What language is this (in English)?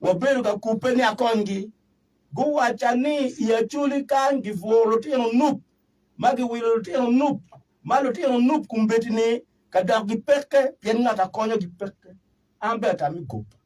Acoli